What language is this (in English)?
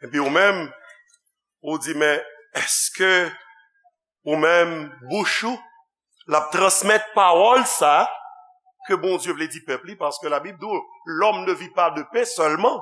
Haitian Creole